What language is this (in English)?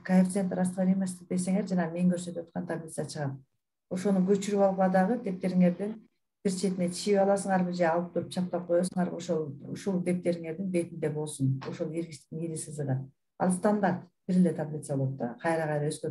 Kyrgyz